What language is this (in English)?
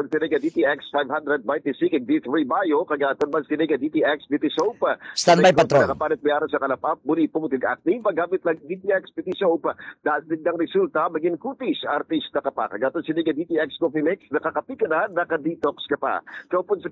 Hiligaynon